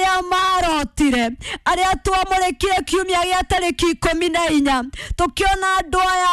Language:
Kikuyu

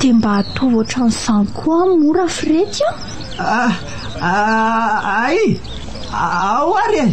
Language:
Malagasy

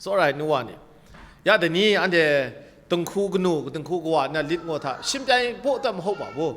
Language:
Kachin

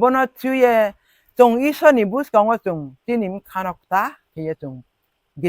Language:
Riang (India)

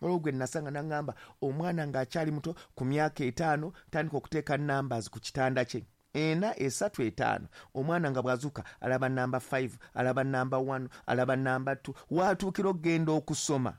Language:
Ganda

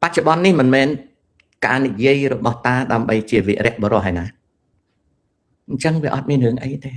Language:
Khmer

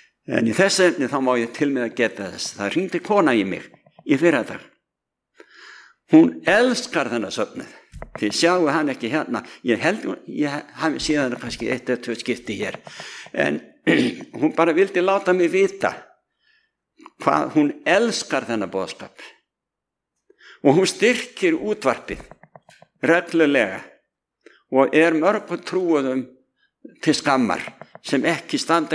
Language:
Icelandic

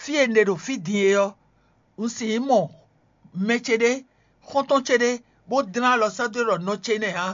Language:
Fon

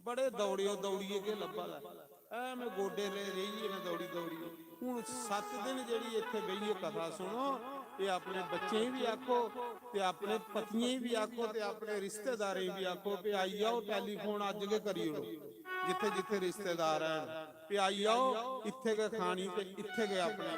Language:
Dogri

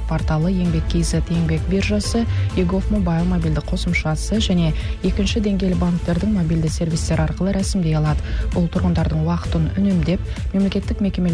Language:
Kazakh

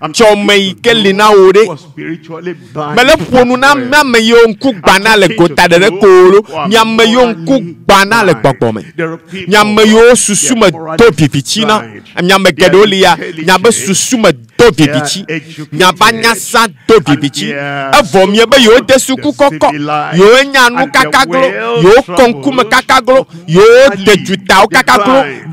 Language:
Ewe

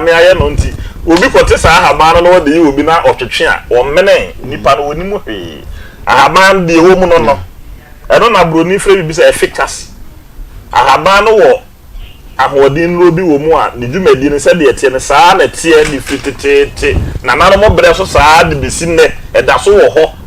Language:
Akan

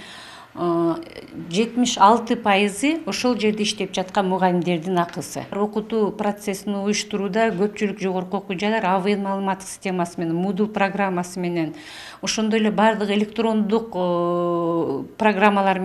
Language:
Kyrgyz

